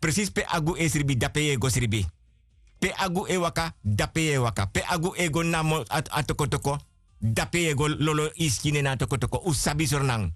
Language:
Sranan Tongo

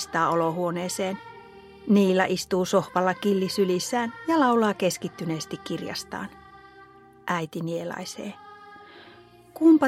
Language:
Finnish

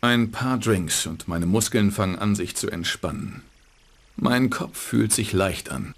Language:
Bavarian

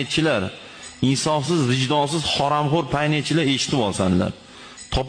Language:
Uzbek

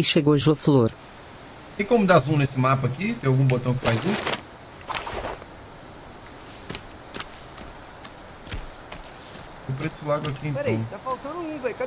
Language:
Portuguese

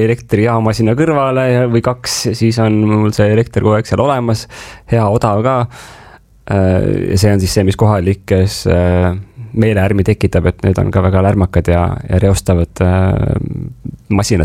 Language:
Estonian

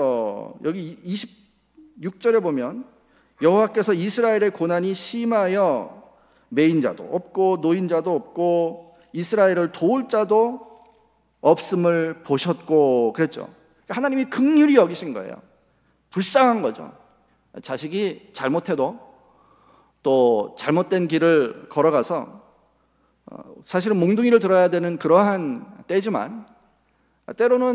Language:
Korean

